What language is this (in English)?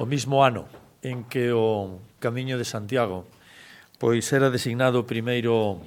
Galician